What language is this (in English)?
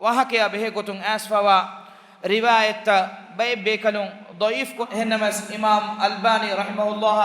Divehi